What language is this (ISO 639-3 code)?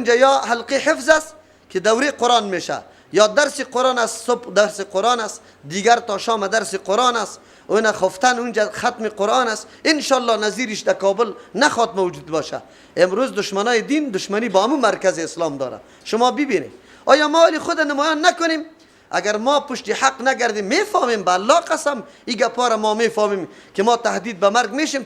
fas